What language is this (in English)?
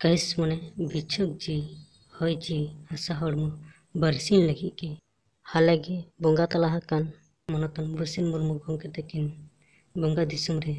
Santali